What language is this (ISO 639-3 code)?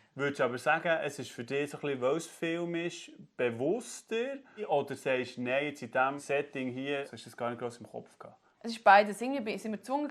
gsw